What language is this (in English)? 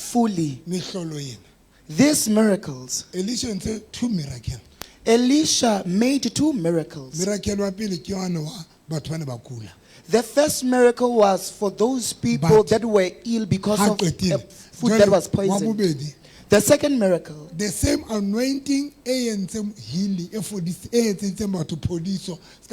Southern Sotho